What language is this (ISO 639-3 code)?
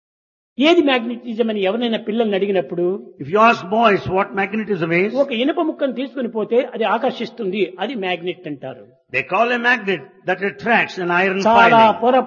tel